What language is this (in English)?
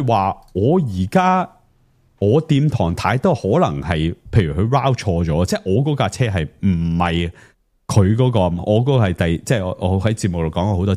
Cantonese